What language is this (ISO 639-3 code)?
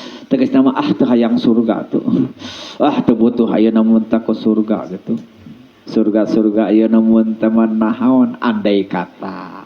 sun